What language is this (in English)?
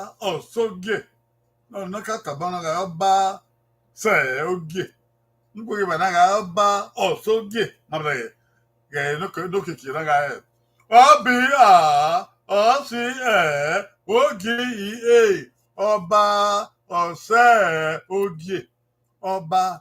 Bini